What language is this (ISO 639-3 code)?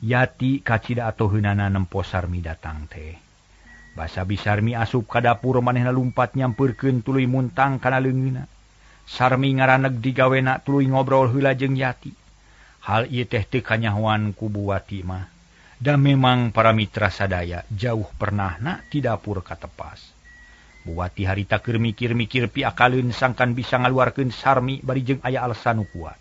sun